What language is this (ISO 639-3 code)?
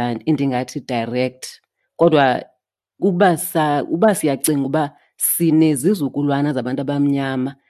xho